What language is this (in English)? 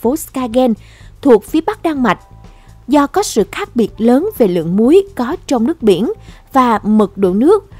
Vietnamese